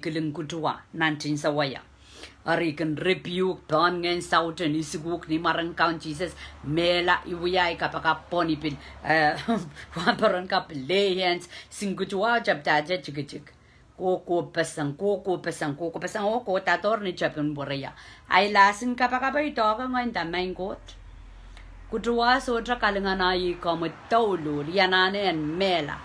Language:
Pohnpeian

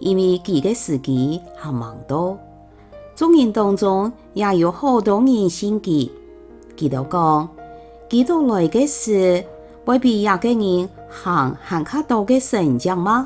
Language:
Hakka Chinese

